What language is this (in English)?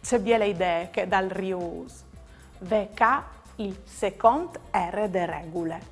Friulian